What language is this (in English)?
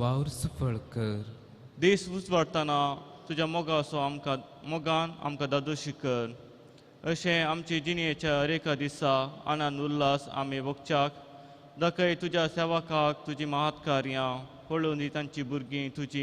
Konkani